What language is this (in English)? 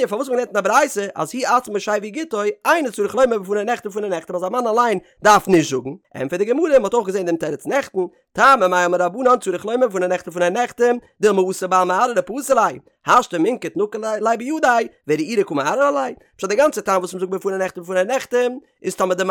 Yiddish